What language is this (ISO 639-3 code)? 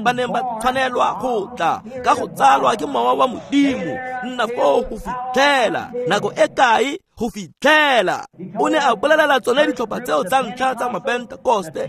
tsn